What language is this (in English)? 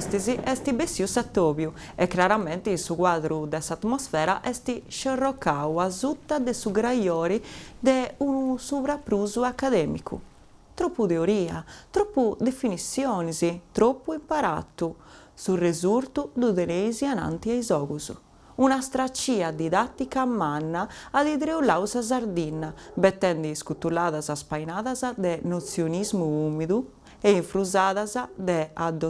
Sardinian